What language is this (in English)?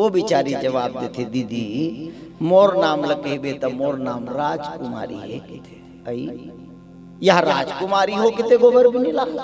Chhattisgarhi